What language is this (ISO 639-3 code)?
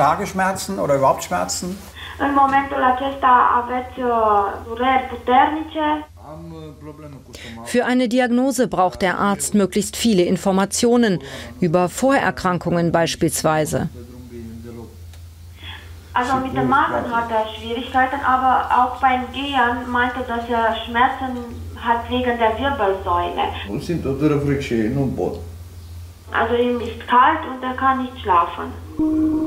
deu